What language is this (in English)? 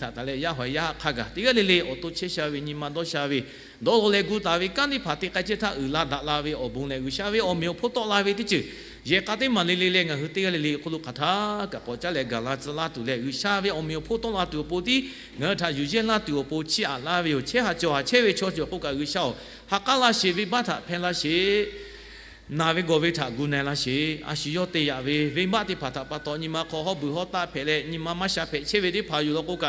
Lahu